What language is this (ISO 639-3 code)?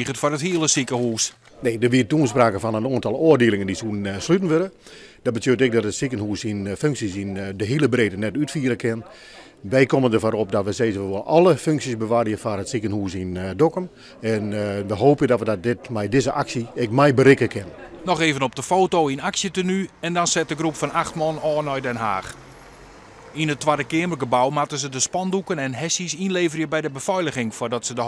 fry